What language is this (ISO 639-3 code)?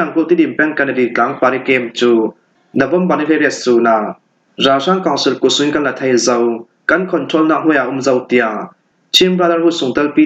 cfm